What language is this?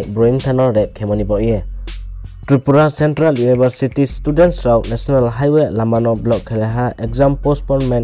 Riang (India)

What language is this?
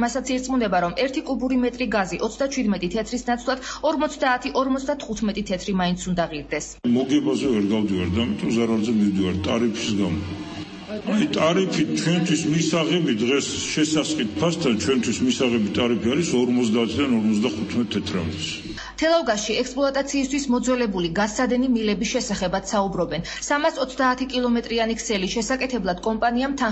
Georgian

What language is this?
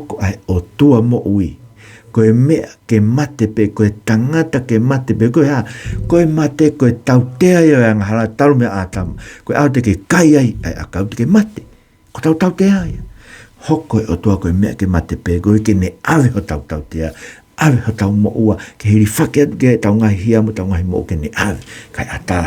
Tongan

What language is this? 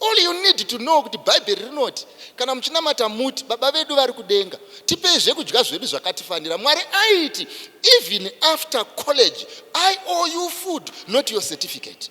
Shona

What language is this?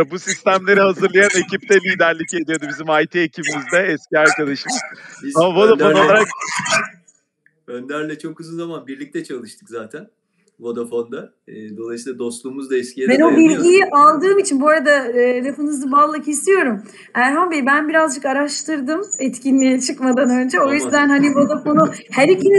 Turkish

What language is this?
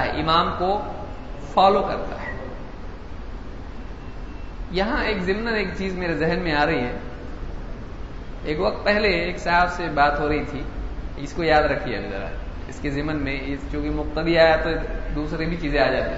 Urdu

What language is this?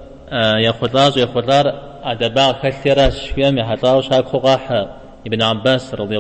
Kabardian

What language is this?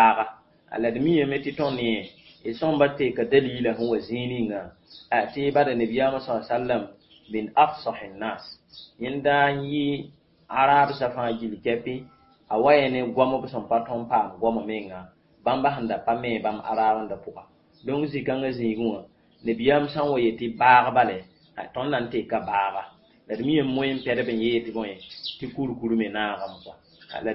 Mossi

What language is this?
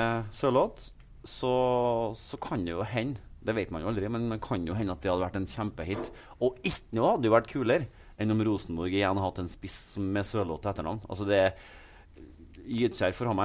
Norwegian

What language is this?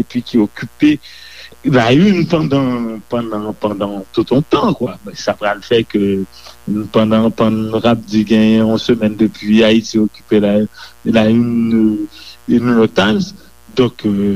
Haitian Creole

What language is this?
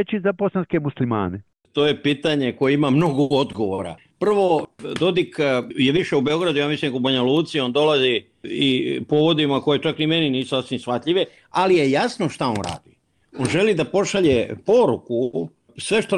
Bosnian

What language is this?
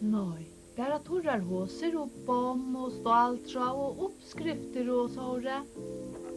Faroese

